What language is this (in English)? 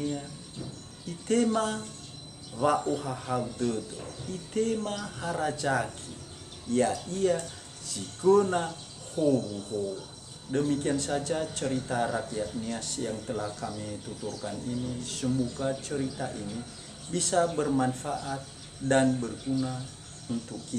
Nias